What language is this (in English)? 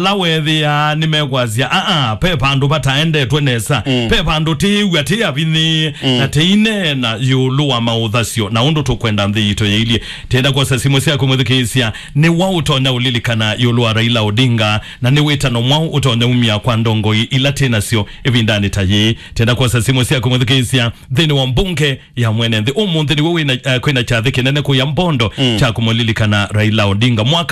Kamba